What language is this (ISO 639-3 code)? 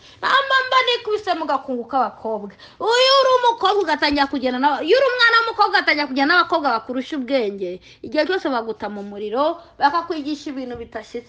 kin